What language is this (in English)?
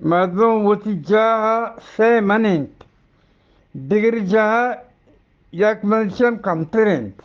Eastern Balochi